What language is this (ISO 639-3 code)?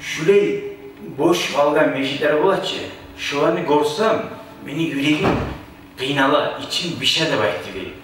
kum